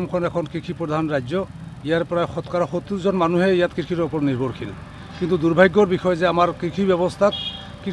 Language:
Assamese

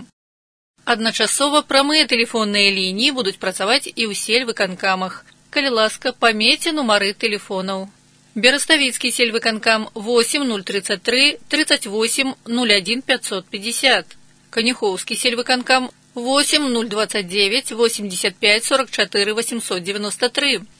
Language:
Belarusian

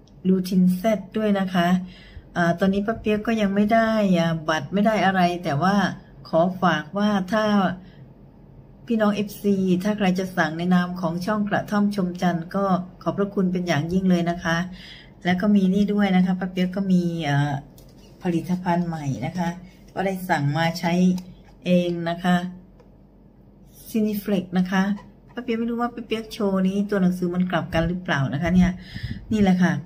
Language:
Thai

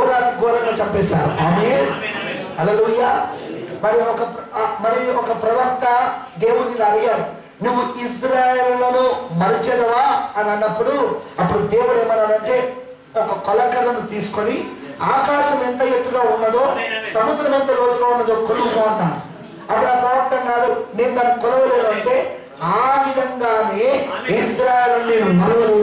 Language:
Telugu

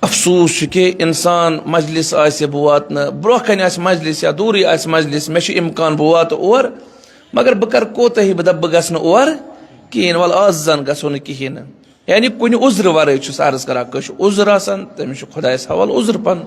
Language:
Kashmiri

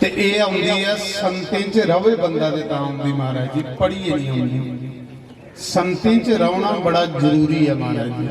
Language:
Dogri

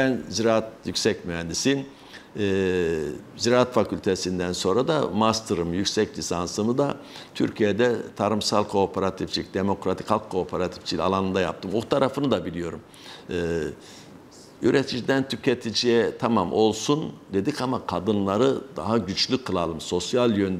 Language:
Turkish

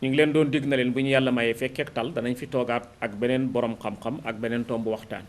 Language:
Wolof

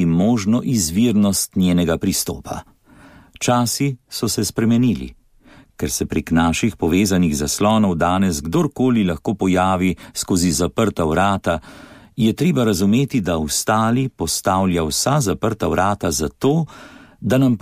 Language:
Slovenian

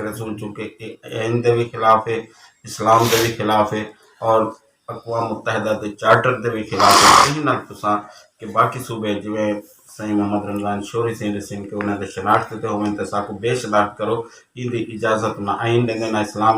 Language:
Saraiki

